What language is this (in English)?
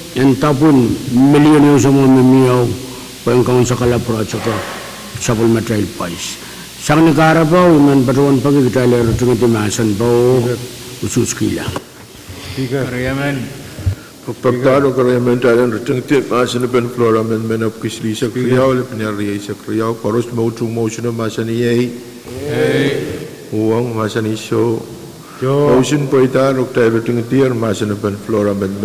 Pohnpeian